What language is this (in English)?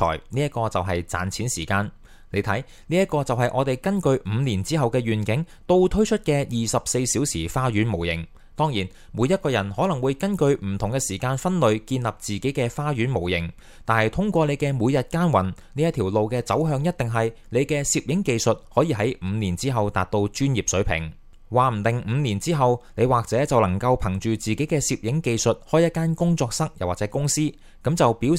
Cantonese